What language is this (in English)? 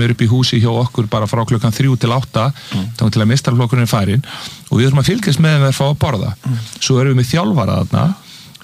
Icelandic